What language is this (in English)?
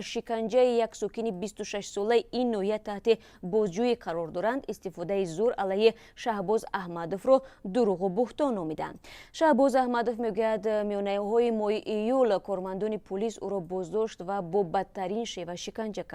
Tajik